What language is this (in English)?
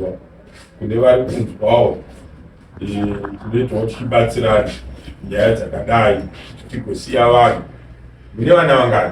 Shona